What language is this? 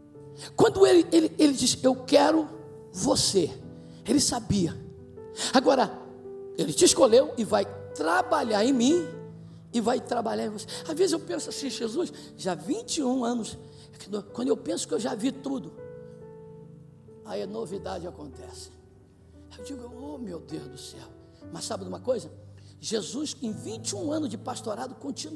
Portuguese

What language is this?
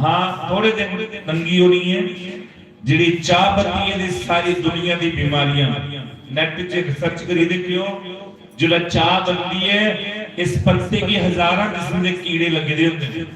Dogri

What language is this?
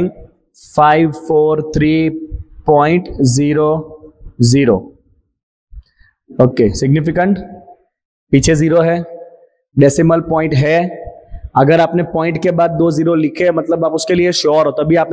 Hindi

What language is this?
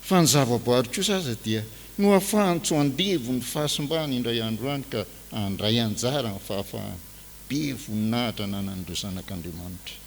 Malagasy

